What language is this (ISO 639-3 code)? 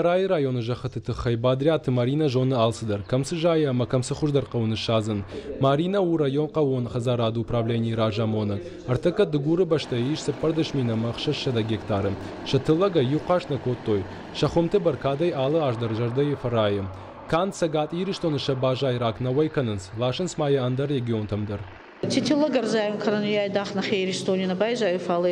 oss